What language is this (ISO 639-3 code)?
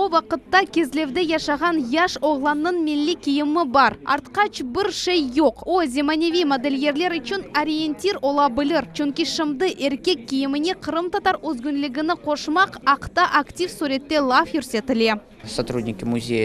crh